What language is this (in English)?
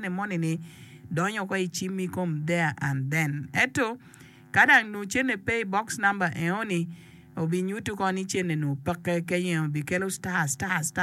Acoli